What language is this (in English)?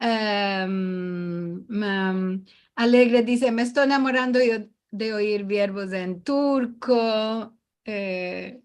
Ladino